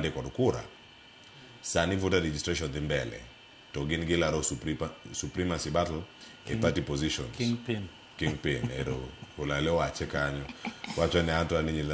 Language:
Luo (Kenya and Tanzania)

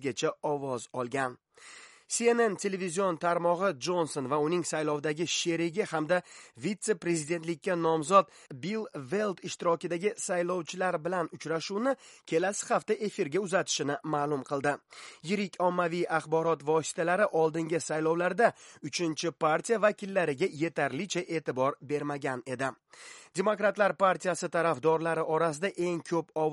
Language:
Uzbek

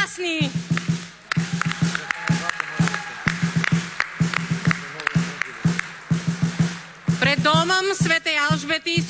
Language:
Slovak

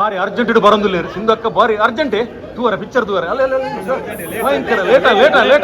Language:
Tulu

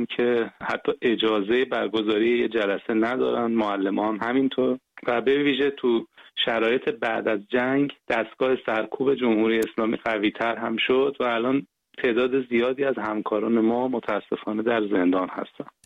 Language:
Persian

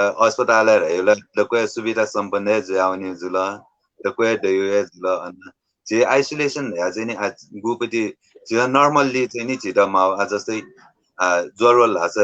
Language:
Newari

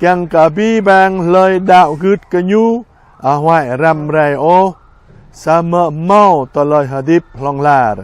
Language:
Jarai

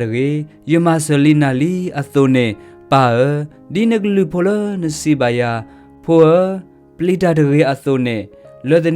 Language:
S'gaw Karen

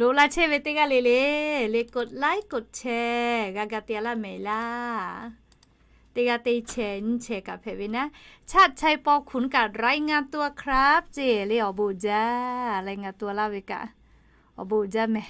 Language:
Lahu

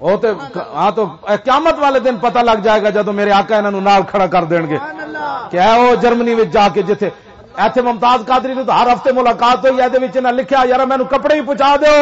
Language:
Western Panjabi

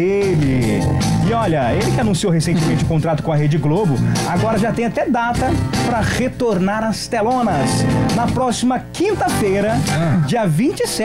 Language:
Portuguese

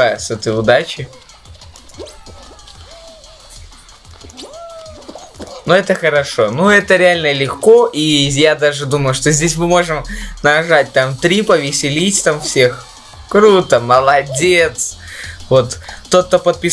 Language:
Russian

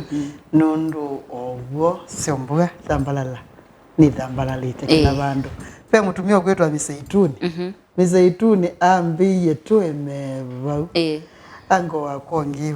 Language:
Kamba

